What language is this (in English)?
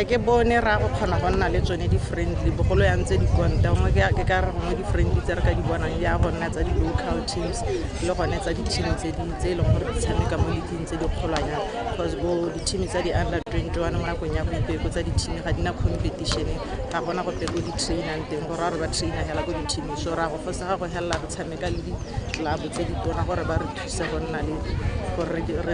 Tswana